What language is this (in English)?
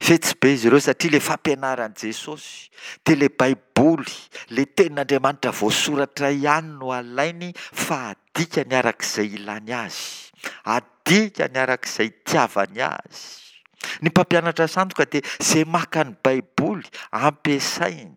Malagasy